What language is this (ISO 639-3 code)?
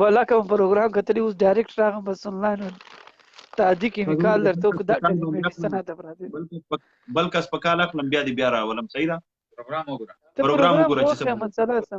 pus